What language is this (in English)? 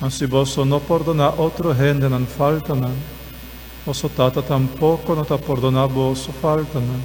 Papiamento